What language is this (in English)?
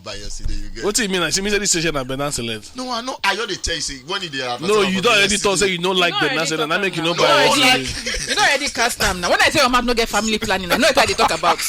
Nigerian Pidgin